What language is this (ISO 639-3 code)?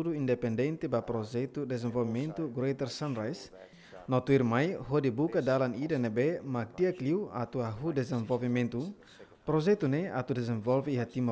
tet